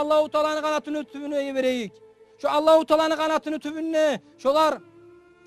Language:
Kumyk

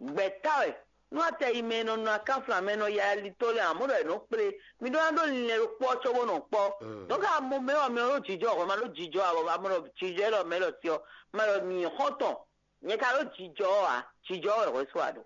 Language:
Fon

